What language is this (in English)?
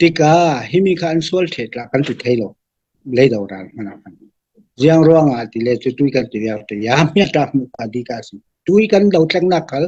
Falam Chin